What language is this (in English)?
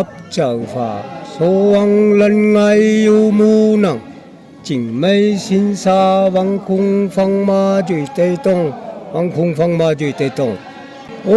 Naga Pidgin